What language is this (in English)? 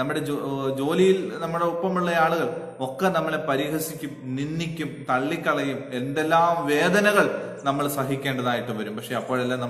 Malayalam